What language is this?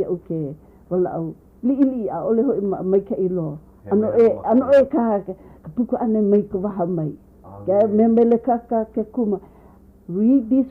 Hawaiian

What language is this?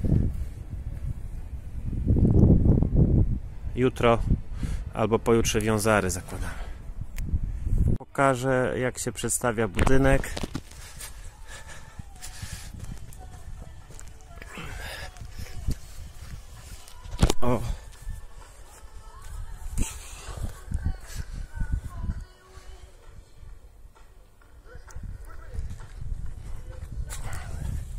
Polish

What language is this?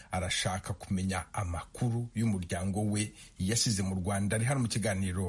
Kinyarwanda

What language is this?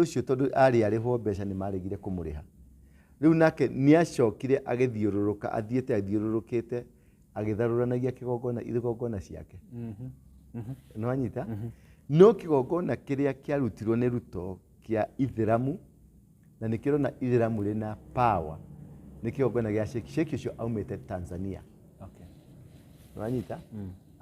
Kikuyu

